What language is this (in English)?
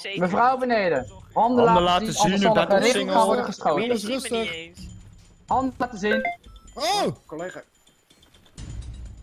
Dutch